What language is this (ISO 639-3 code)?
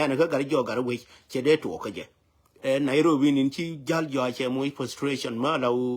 nus